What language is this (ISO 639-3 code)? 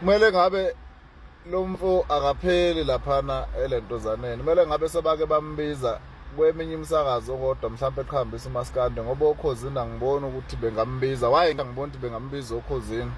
zul